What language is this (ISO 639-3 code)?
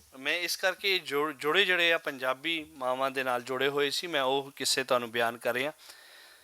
lah